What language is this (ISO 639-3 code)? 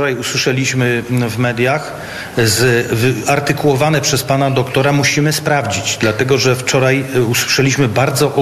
pol